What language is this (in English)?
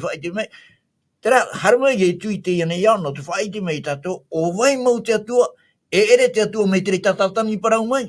Tahitian